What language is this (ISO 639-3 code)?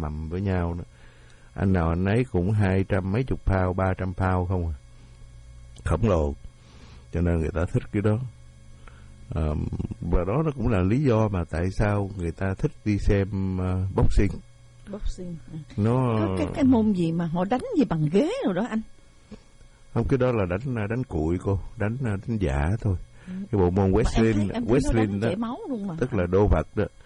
vie